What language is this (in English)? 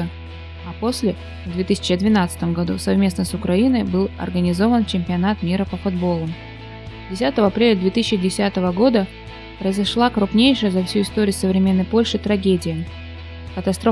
Russian